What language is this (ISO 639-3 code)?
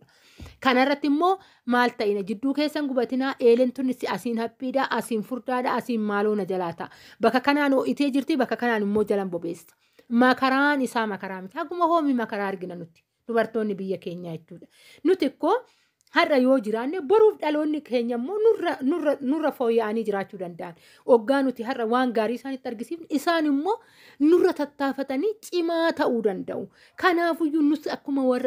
orm